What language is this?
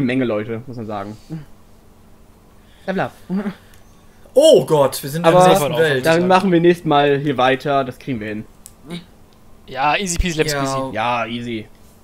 German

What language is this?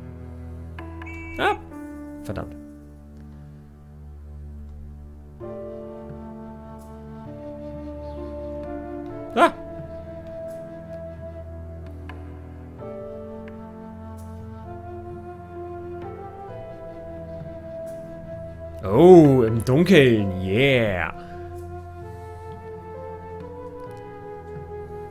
German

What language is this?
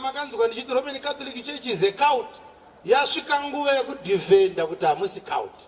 Shona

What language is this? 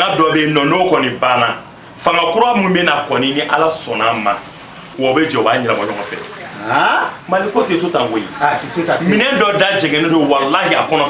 Bambara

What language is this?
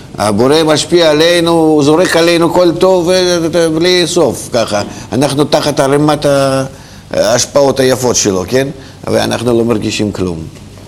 Hebrew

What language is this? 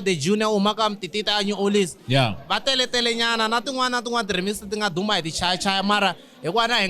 Tsonga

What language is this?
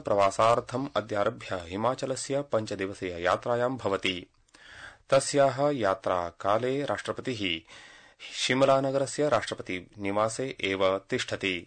Sanskrit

